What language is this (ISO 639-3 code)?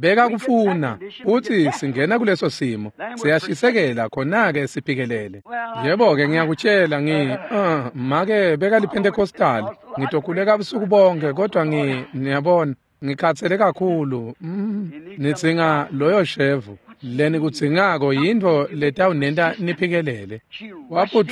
ssw